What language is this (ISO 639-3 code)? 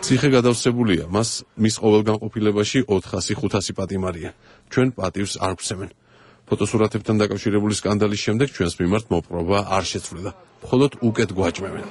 kat